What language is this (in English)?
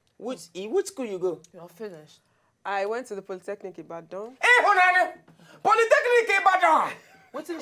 Nigerian Pidgin